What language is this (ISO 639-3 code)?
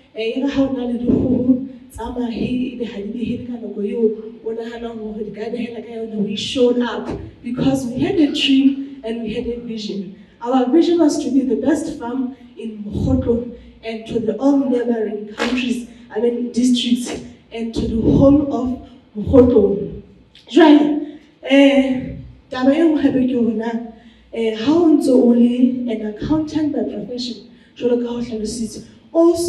sot